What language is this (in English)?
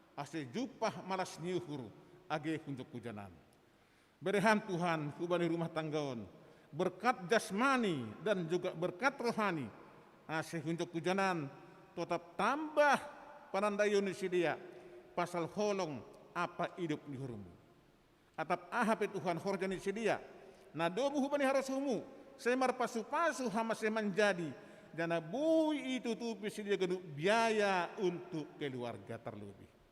Batak Simalungun